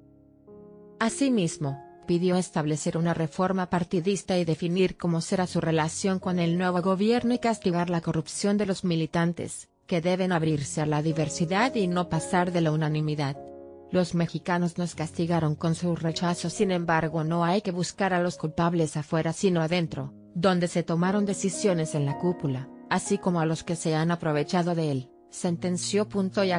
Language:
Spanish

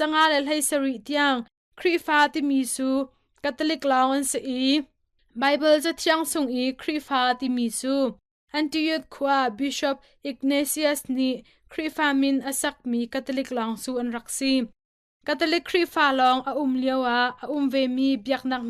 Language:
Hakha Chin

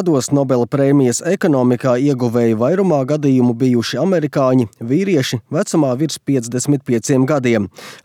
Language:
Latvian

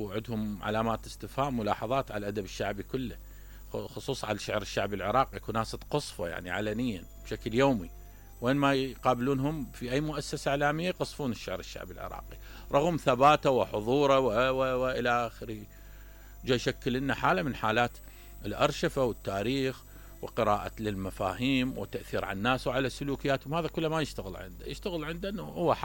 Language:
Mesopotamian Arabic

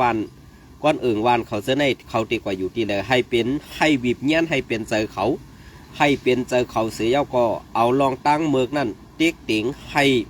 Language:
Shan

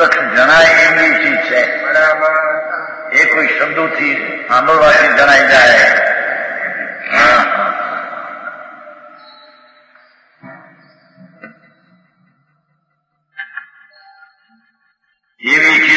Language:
Gujarati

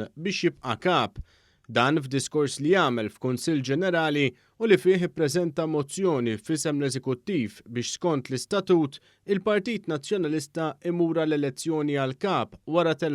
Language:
Maltese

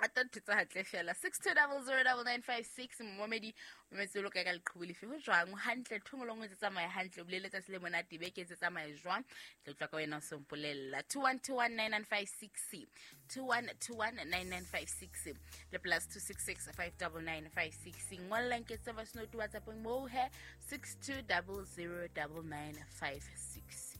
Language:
Southern Sotho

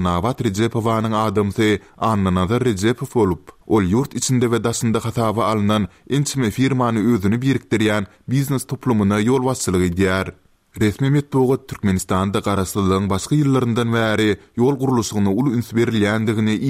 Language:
Turkmen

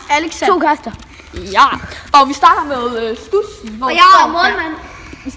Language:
Danish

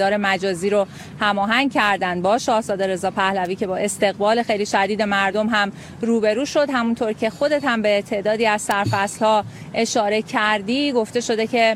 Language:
Persian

